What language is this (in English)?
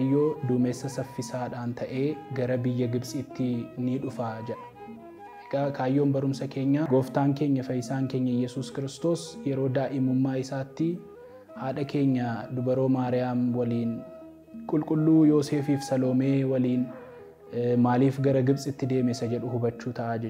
Oromo